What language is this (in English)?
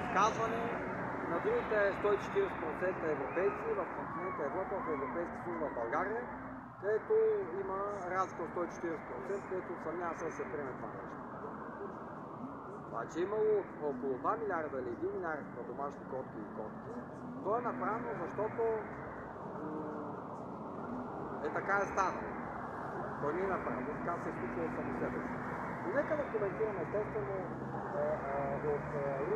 Bulgarian